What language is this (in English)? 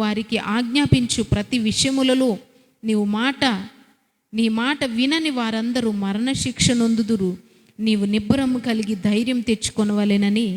Koya